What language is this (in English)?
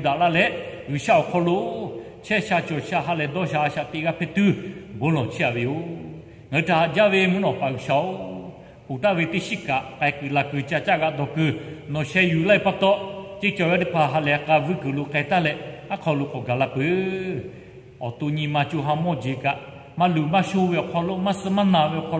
Lahu